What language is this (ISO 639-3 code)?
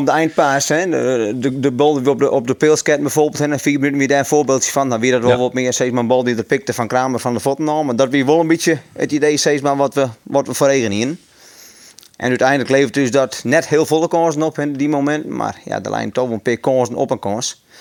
fry